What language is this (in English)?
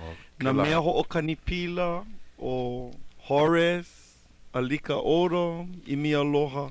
Hawaiian